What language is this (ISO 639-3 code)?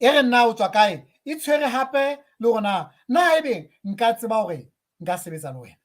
sot